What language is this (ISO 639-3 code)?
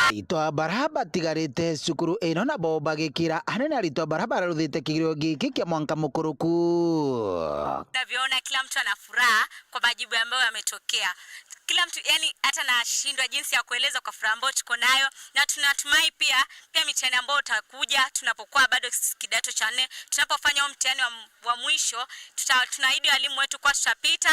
mer